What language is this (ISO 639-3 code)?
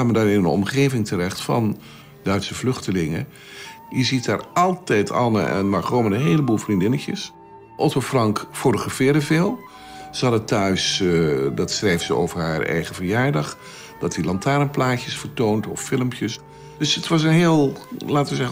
nld